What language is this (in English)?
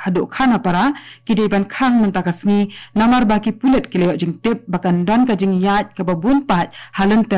Khasi